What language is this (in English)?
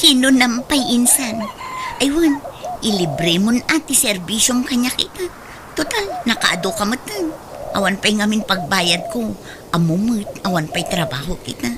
Iloko